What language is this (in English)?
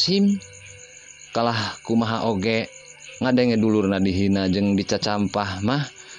Sundanese